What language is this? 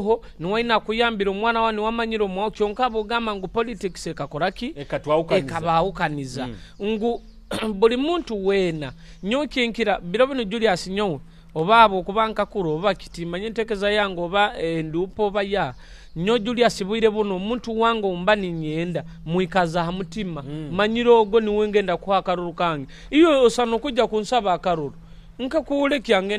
Nyoro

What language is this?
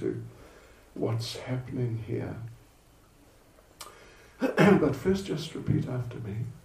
English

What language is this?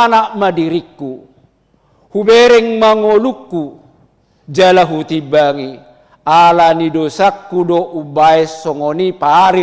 Batak Toba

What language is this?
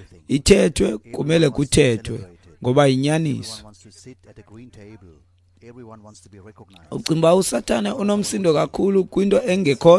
Xhosa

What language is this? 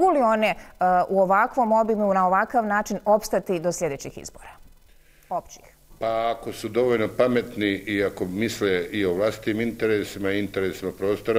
Bosnian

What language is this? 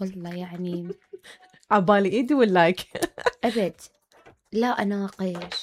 Mesopotamian Arabic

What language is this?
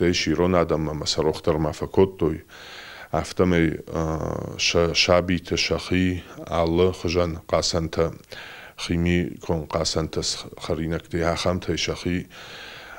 Ossetic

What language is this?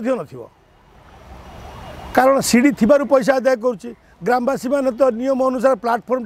Odia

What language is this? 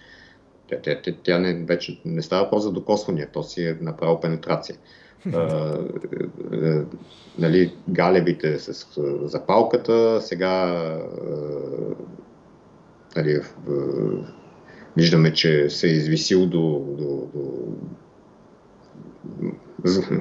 Bulgarian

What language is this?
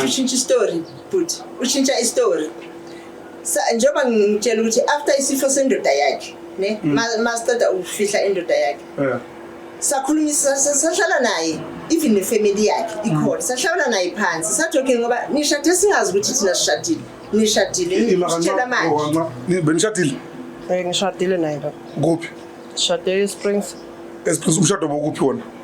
Zulu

